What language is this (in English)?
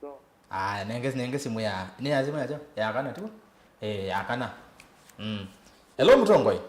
Kamba